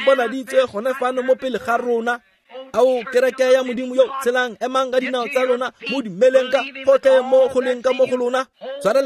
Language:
Tswana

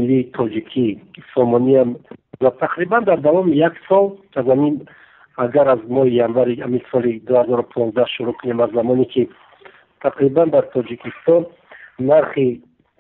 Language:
Tajik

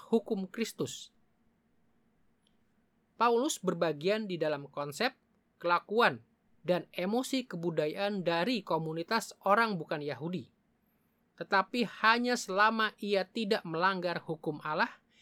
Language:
Indonesian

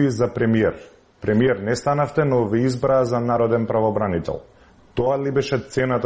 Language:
Macedonian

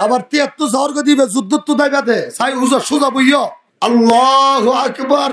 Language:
Rohingya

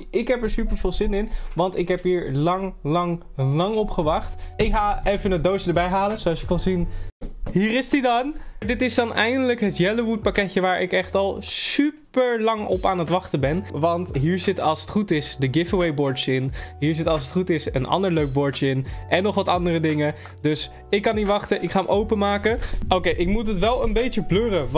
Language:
Dutch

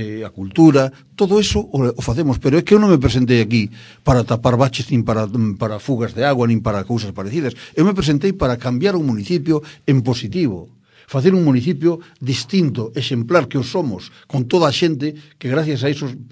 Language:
Galician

